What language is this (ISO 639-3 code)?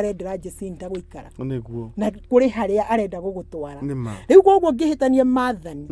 kik